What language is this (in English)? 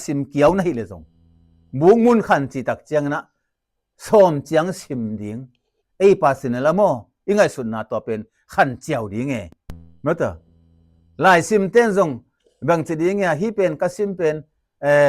Tedim Chin